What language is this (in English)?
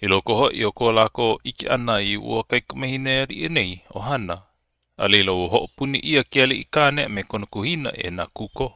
Hawaiian